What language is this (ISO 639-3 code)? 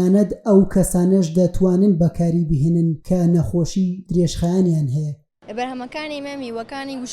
ckb